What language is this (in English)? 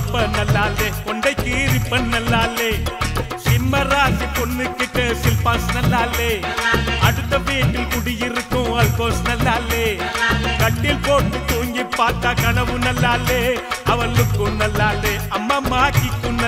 Tamil